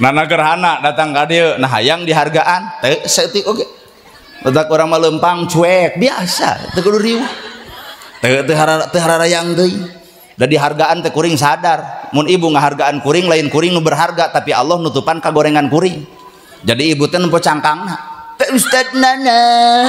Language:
Sundanese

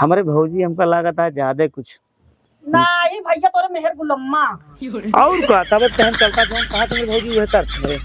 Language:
Awadhi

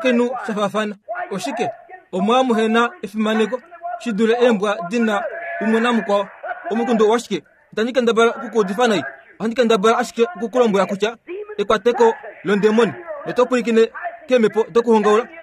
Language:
Kuanyama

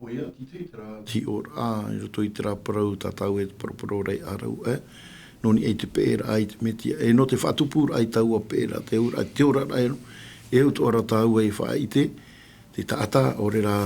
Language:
Tahitian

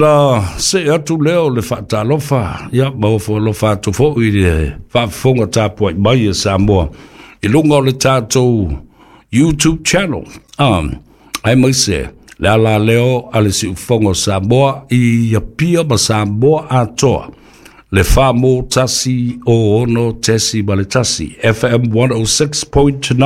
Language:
Samoan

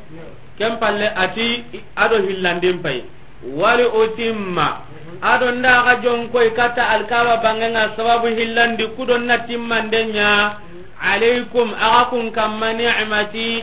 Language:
Soninke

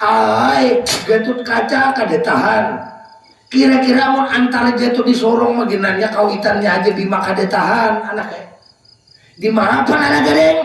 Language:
Banjar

